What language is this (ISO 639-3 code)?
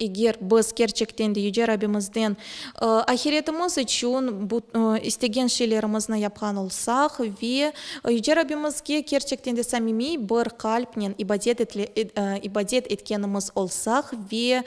crh